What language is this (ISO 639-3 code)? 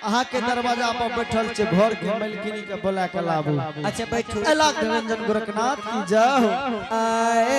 anp